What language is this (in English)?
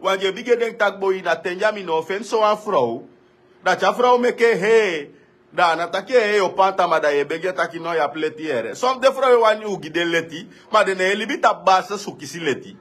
Sranan Tongo